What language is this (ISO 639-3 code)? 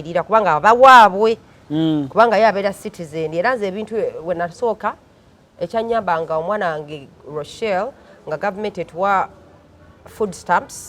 lug